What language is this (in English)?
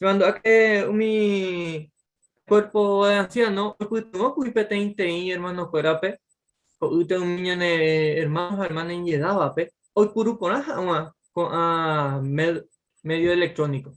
Guarani